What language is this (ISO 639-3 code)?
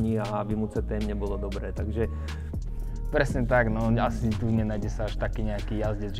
slk